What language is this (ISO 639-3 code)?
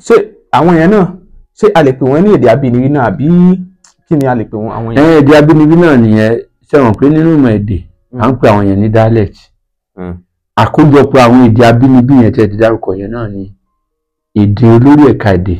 yor